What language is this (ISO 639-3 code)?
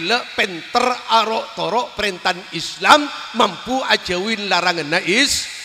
mad